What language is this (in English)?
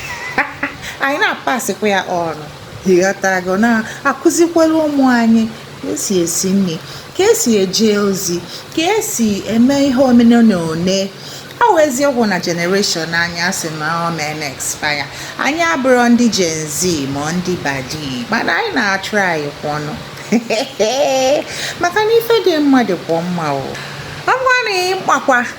Igbo